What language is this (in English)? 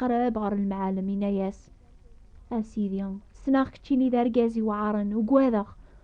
Kabyle